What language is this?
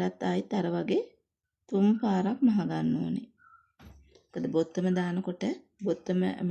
Sinhala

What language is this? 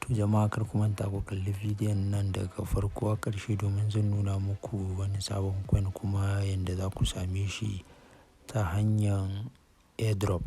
Hausa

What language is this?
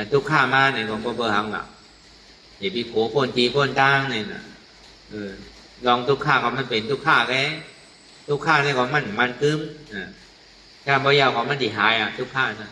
Shan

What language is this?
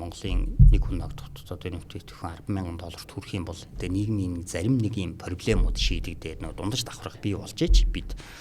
Mongolian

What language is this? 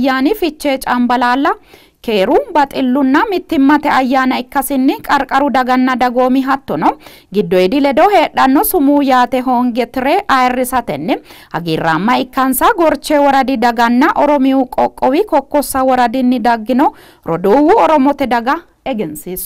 Sidamo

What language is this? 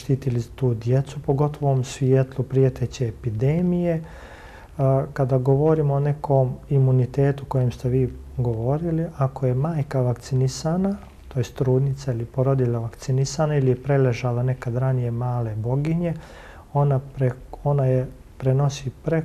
Bosnian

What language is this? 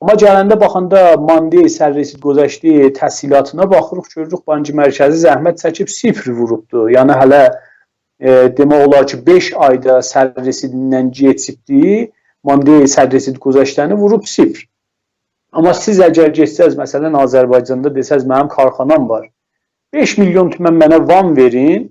South Azerbaijani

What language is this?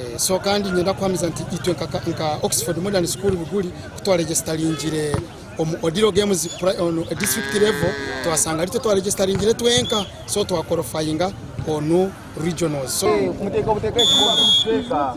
Nyankole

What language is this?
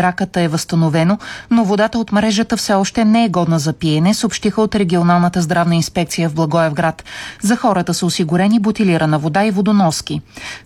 Bulgarian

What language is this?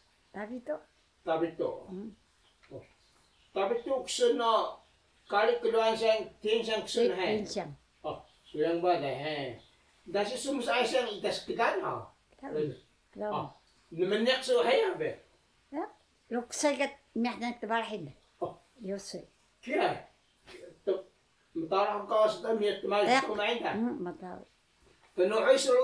Taroko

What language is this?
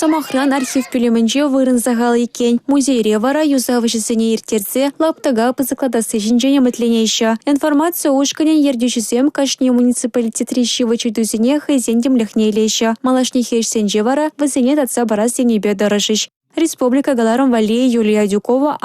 Chuvash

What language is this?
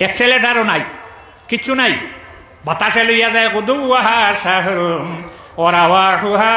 Sylheti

